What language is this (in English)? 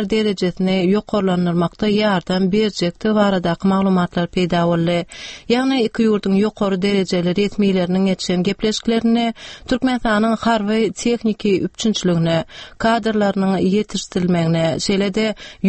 Turkmen